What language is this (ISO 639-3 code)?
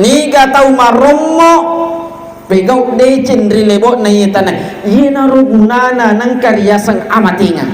bug